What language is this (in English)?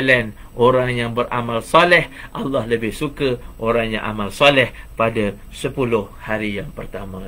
Malay